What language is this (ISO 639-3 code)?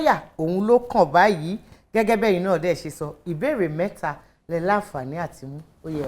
yor